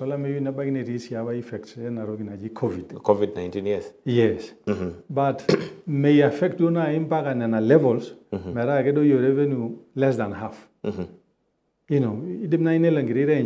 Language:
Masai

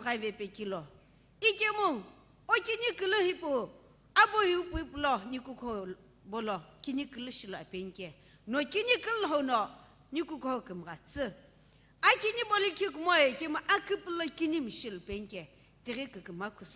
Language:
Sumi Naga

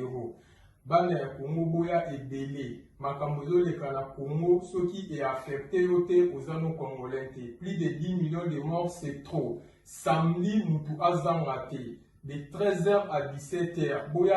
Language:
Lingala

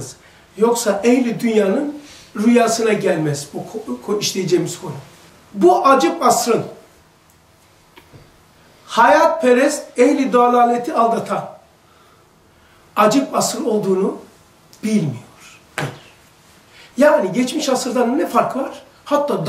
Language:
Turkish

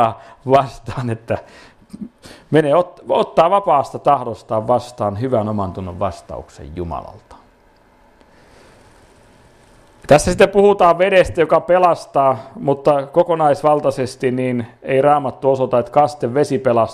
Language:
Finnish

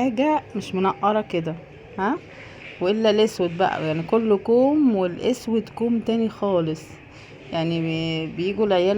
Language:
Egyptian Arabic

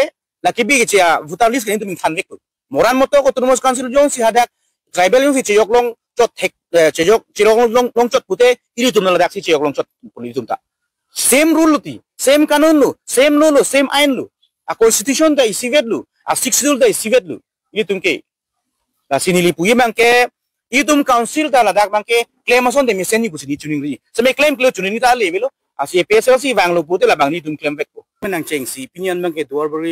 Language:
Karbi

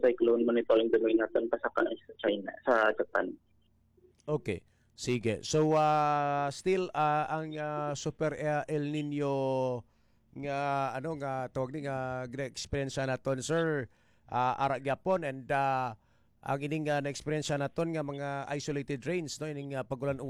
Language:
Hiligaynon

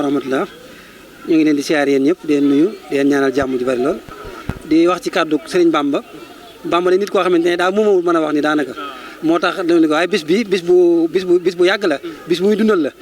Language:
Wolof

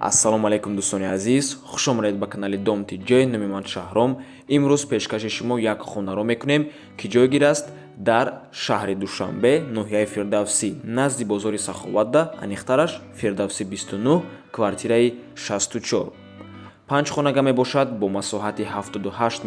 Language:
Tajik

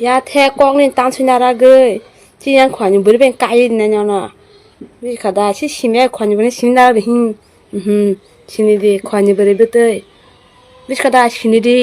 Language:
Kok Borok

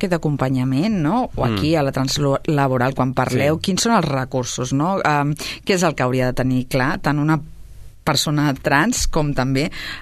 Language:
Catalan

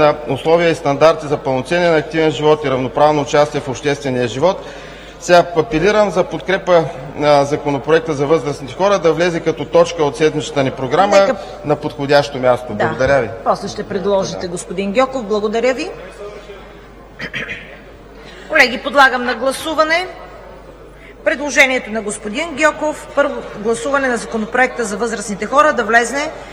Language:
Bulgarian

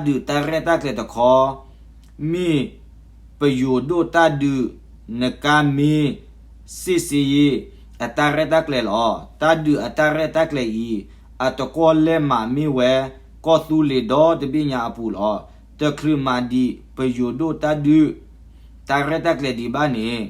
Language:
S'gaw Karen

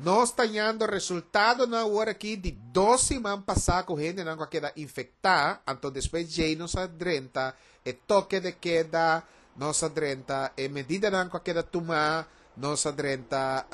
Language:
Papiamento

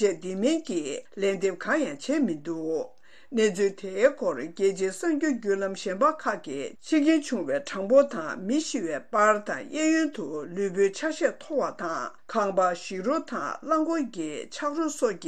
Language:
Tibetan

